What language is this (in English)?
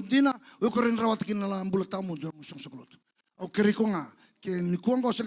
Fijian